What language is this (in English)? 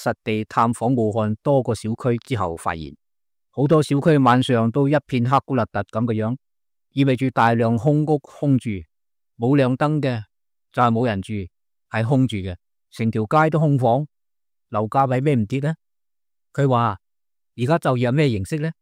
Cantonese